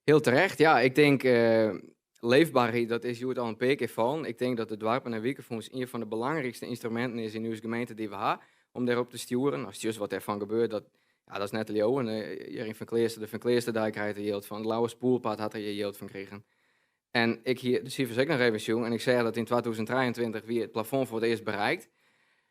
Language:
Western Frisian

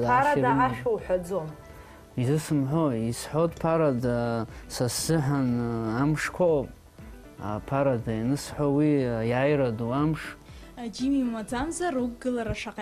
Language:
Abkhazian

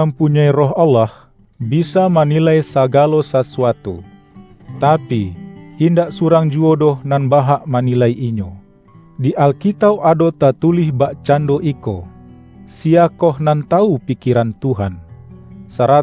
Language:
Minangkabau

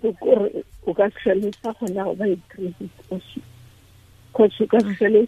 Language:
Tswana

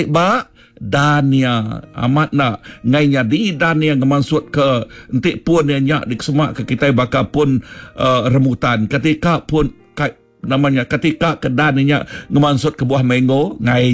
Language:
Iban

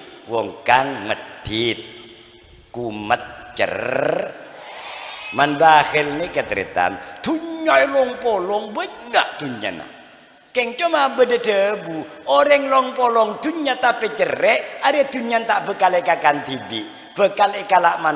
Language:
Madurese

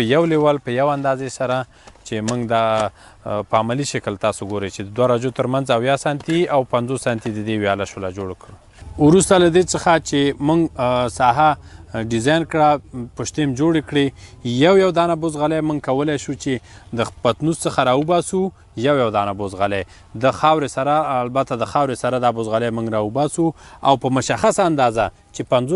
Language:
Pashto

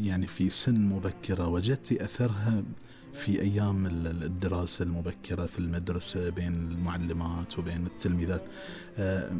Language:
Gulf Arabic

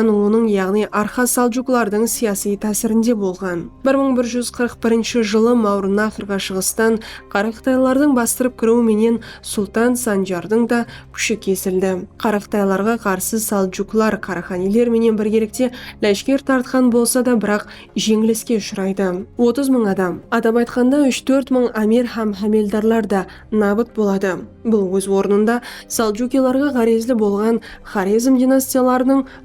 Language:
Kara-Kalpak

